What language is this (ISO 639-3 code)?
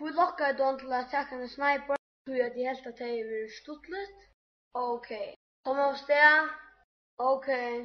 fao